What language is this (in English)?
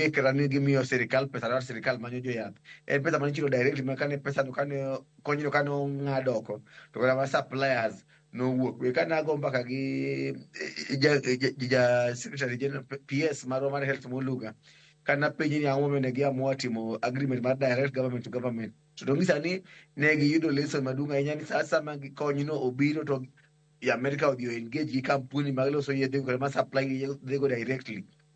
Luo (Kenya and Tanzania)